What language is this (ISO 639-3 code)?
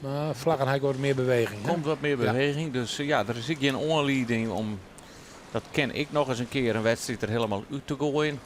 fry